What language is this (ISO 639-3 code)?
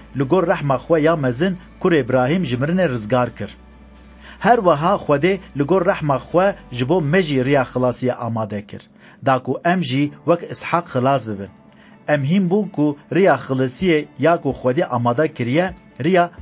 kur